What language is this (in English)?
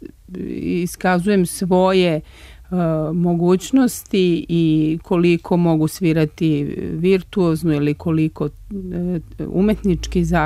Serbian